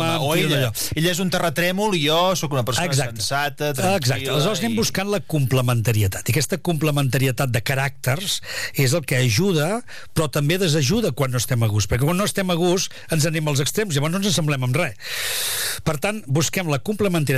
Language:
Catalan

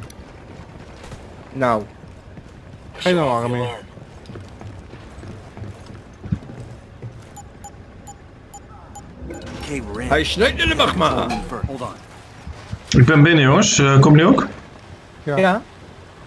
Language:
Dutch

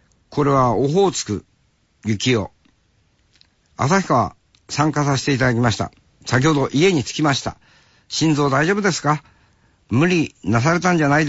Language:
Japanese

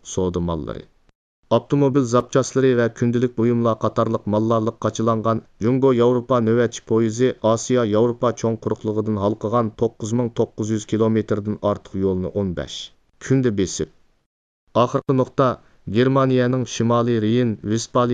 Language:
Uyghur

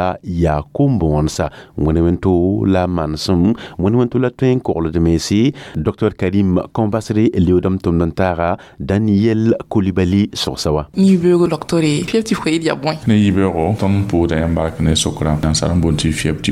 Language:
Mossi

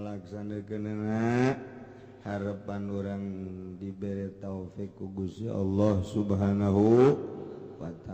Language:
Sundanese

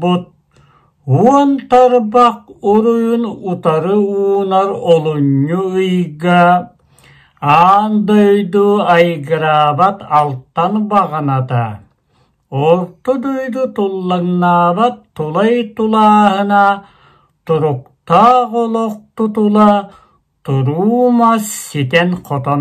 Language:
Yakut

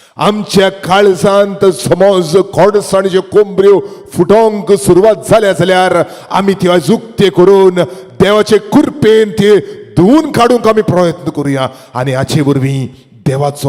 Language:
Konkani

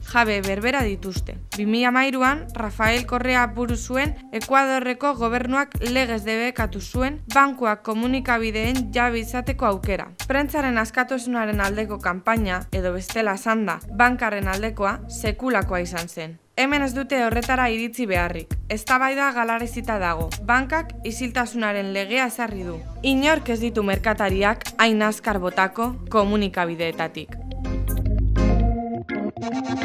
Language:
Basque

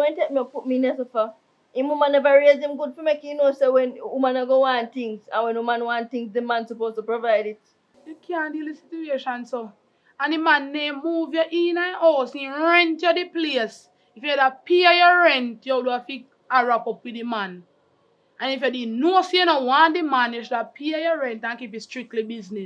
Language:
Jamaican Creole English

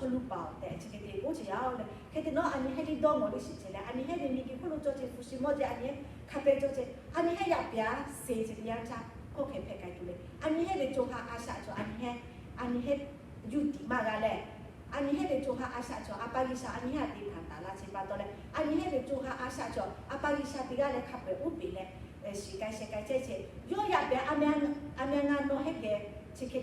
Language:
Lahu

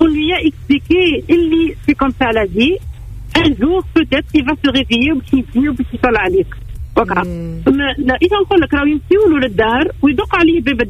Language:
Tunisian Arabic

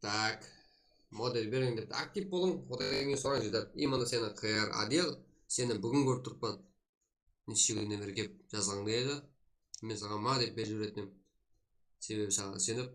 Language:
Kara-Kalpak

